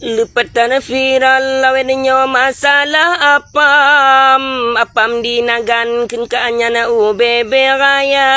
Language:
Achinese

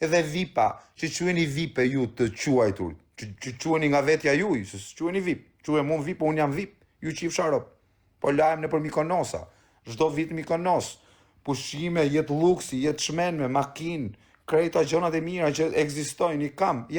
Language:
Albanian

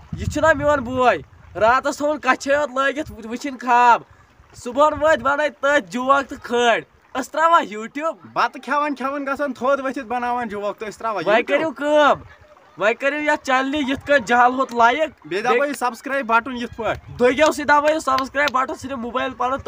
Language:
Kashmiri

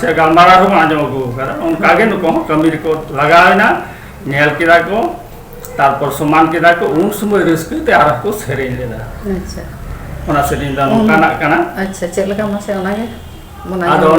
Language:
Santali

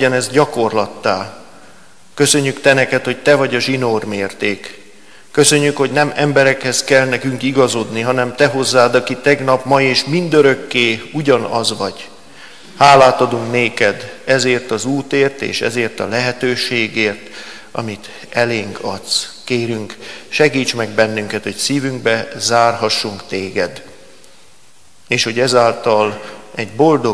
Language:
Hungarian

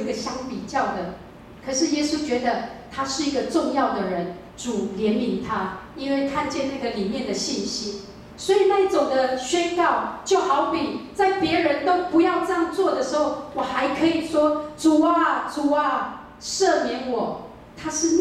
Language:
Chinese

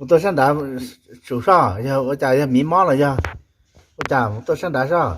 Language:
Hmong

